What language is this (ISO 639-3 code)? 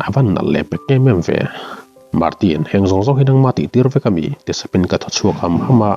lus